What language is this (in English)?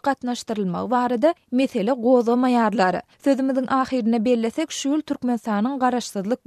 Turkmen